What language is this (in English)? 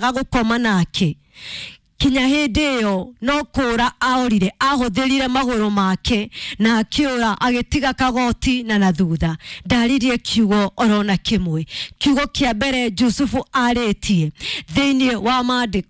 Kikuyu